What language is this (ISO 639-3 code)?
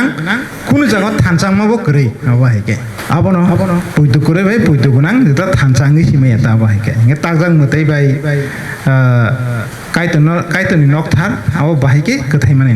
trp